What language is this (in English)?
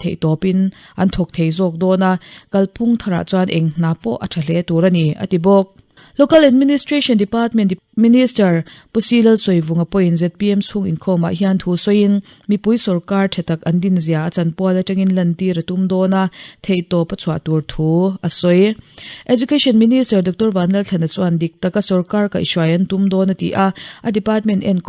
Mizo